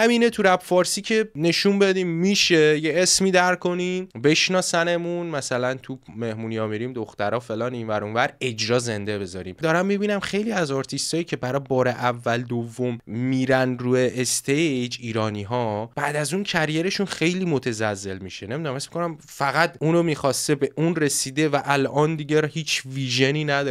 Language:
Persian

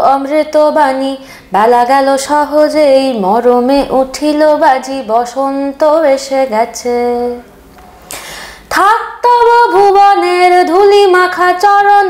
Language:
Bangla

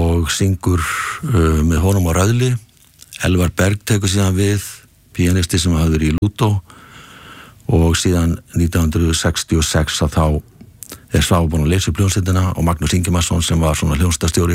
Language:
Icelandic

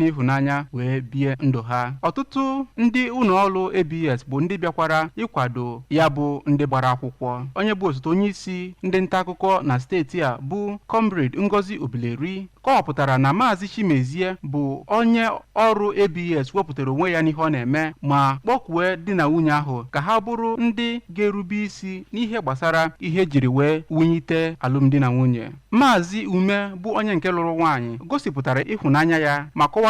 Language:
Igbo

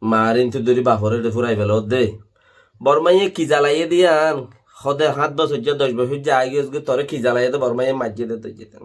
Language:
Rohingya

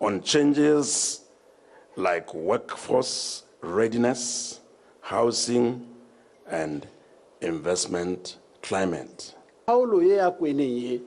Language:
Tswana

